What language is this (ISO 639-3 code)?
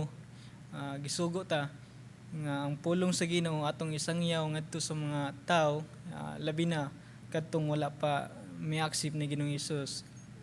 ceb